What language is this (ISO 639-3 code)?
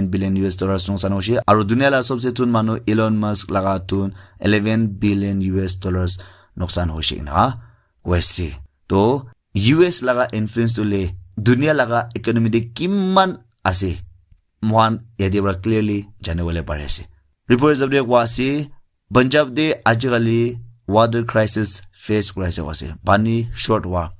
nag